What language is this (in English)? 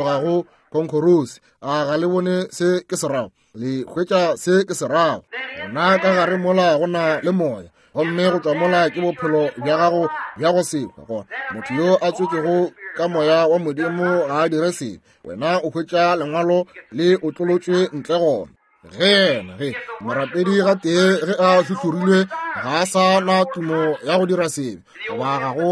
Northern Sotho